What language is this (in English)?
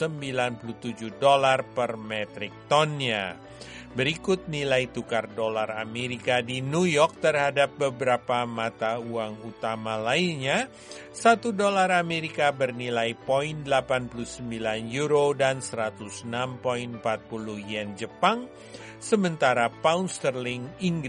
Indonesian